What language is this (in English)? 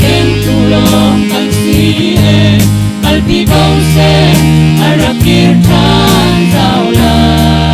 Hakha Chin